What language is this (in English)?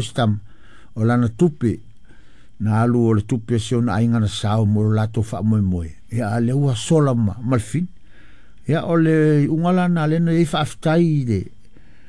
Samoan